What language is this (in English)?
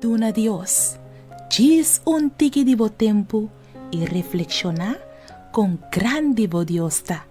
Papiamento